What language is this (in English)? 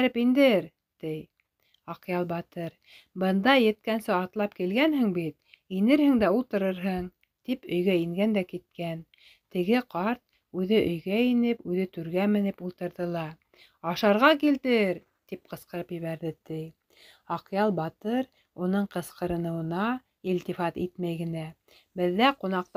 Bashkir